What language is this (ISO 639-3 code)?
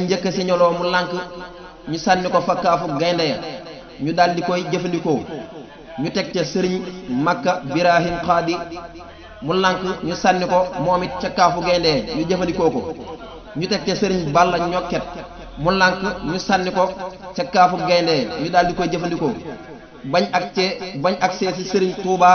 wol